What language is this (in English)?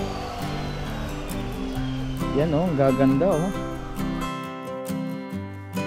Filipino